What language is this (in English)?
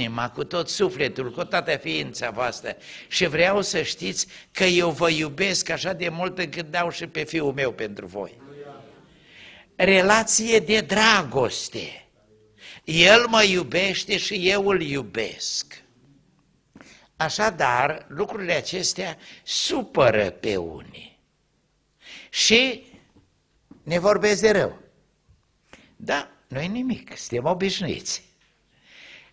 Romanian